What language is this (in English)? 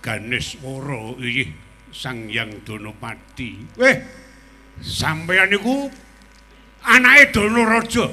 Javanese